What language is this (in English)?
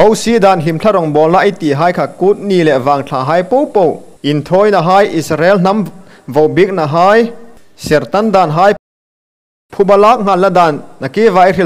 Hmar